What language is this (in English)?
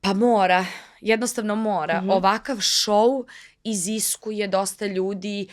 Macedonian